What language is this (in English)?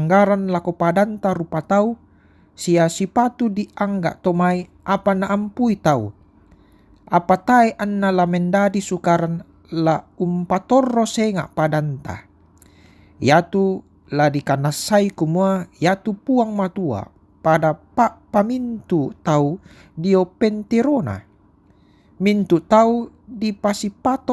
Toraja-Sa'dan